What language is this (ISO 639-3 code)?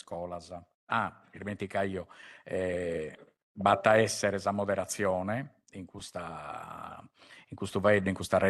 srd